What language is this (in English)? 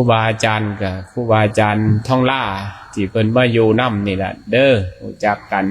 Northeastern Thai